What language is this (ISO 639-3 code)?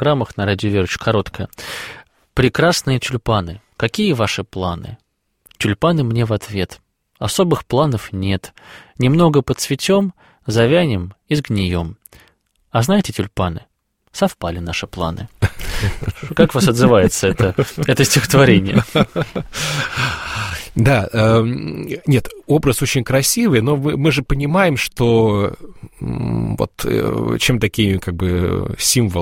rus